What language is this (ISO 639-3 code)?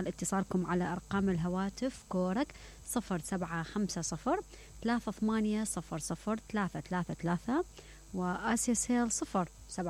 acm